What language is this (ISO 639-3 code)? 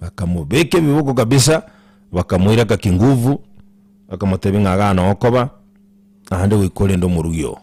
guz